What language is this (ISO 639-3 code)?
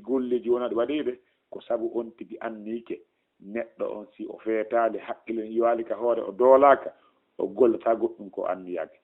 ful